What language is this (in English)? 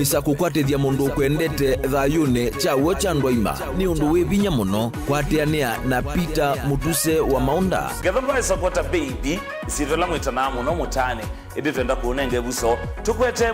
Kamba